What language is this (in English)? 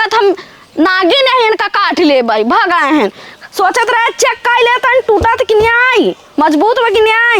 Awadhi